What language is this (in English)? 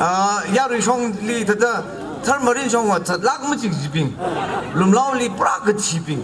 Tangkhul Naga (India)